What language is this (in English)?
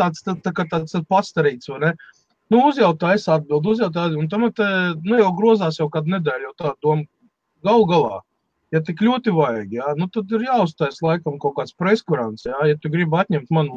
Latvian